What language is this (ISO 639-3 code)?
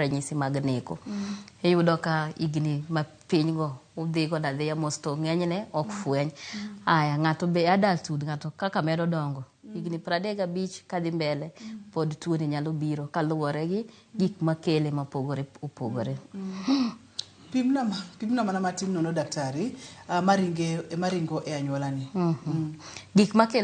luo